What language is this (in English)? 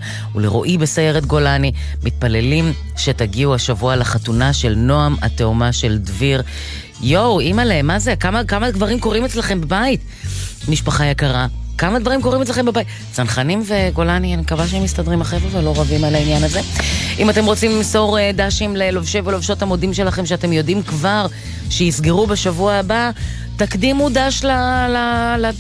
Hebrew